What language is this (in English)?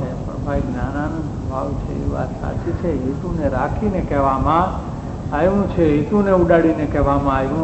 Gujarati